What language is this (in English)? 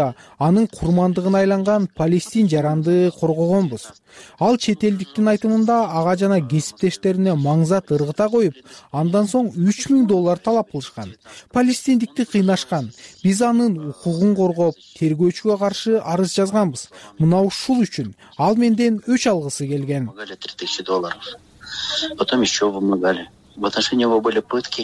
Kyrgyz